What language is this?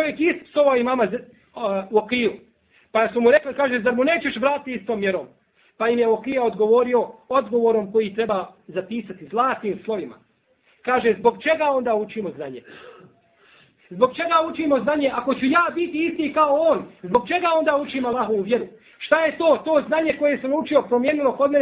Bosnian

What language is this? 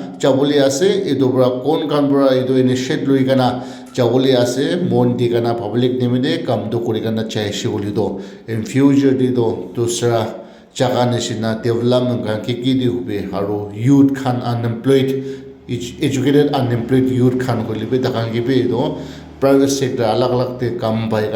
Naga Pidgin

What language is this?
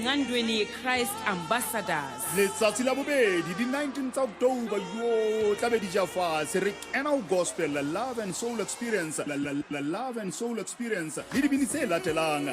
Southern Sotho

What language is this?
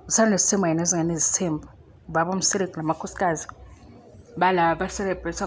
Zulu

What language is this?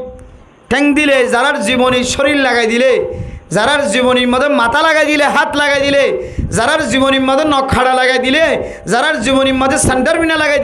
Rohingya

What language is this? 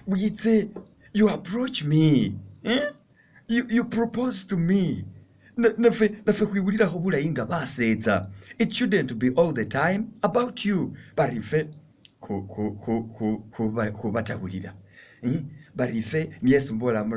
Masaaba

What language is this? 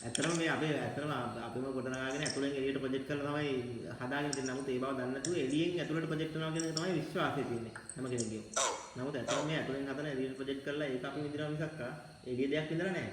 Sinhala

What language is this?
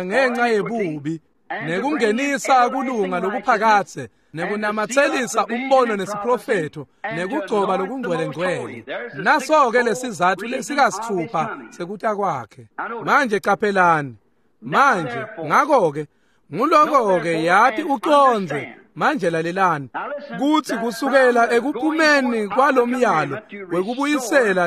Swati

